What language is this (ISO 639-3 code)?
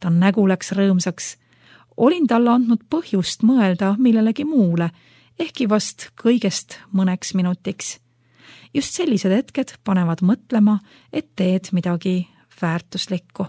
est